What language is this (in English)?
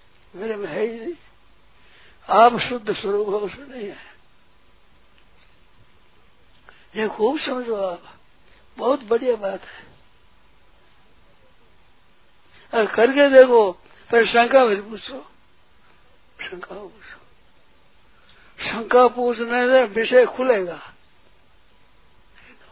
Hindi